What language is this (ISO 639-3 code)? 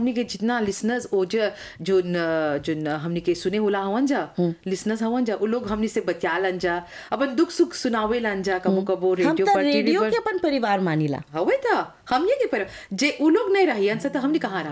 bho